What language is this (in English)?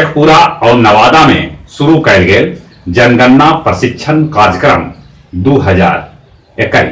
Magahi